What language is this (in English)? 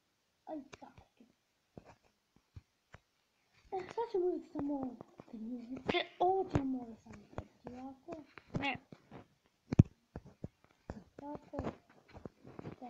Croatian